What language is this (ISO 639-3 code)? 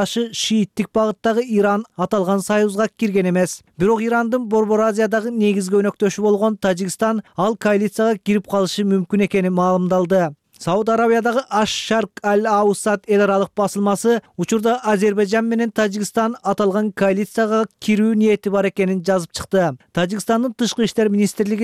kir